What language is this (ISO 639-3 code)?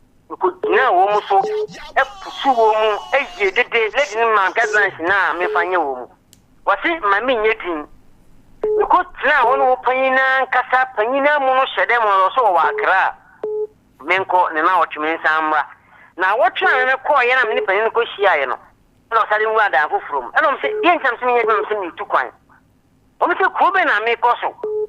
aka